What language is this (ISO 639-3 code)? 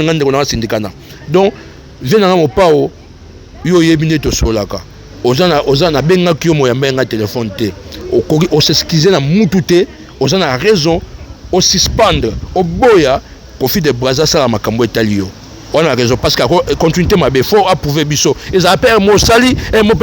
lin